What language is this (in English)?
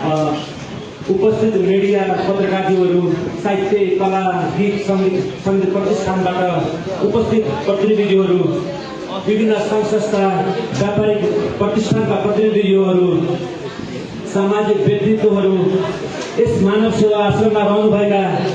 Nepali